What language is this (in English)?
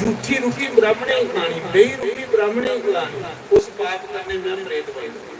Dogri